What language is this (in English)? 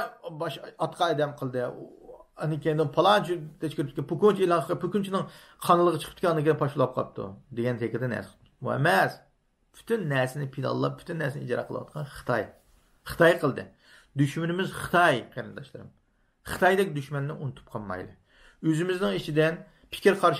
Uyghur